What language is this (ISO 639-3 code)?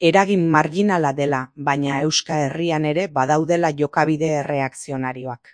eus